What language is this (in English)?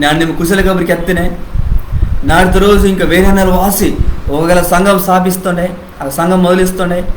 Koya